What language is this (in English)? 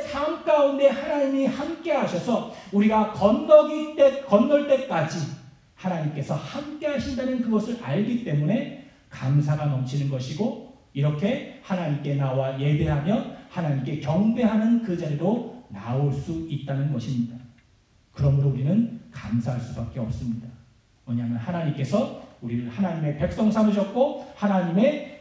Korean